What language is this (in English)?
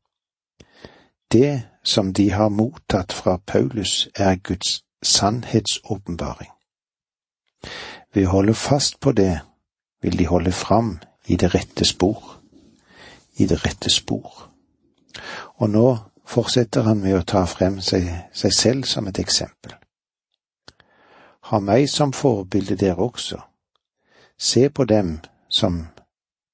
Norwegian